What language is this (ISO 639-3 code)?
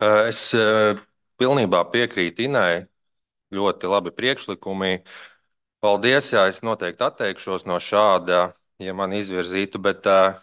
lav